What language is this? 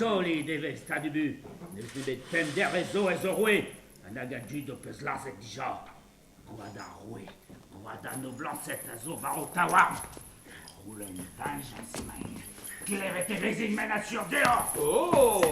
Breton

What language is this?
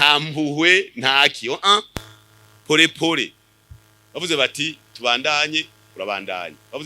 Rundi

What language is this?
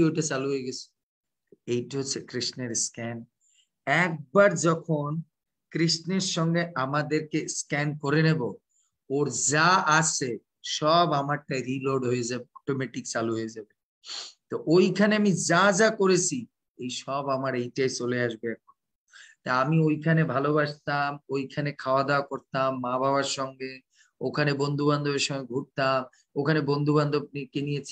Bangla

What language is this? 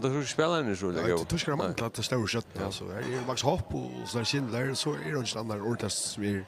Faroese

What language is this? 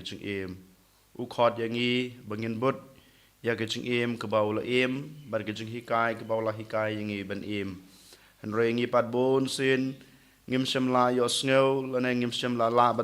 Khasi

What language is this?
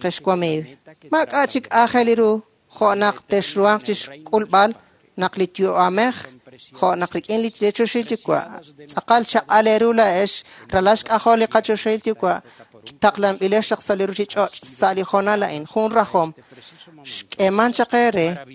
Kekchí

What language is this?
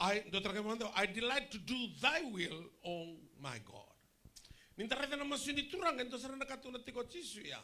Fijian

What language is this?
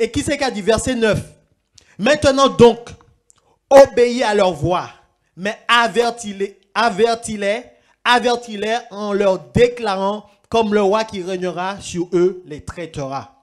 Guadeloupean Creole French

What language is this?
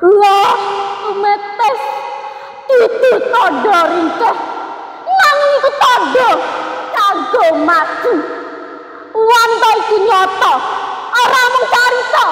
Javanese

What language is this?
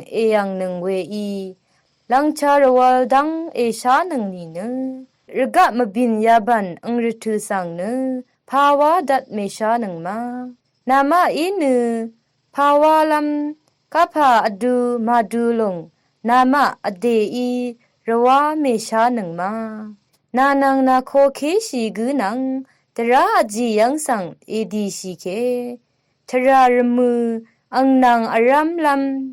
Rawang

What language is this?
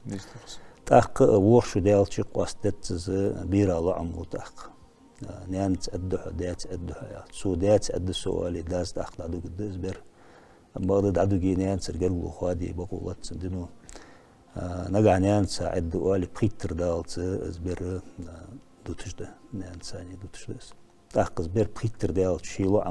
Ingush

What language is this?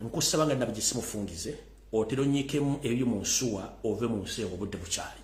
Ganda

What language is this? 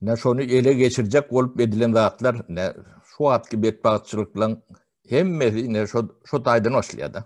Turkmen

